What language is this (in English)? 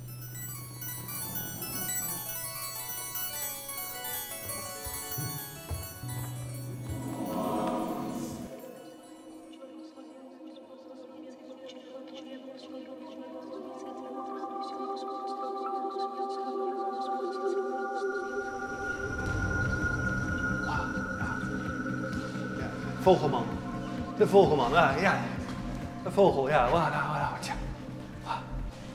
Dutch